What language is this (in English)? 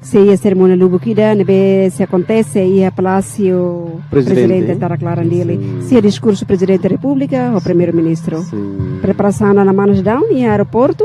Tetum